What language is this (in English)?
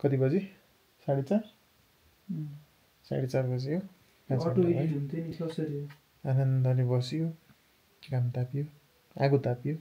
Nepali